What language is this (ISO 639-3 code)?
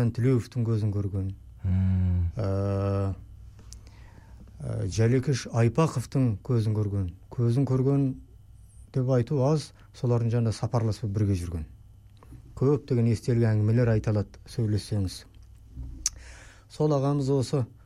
kaz